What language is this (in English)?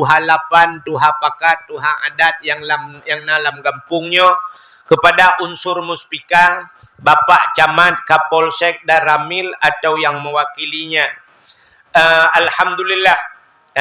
Achinese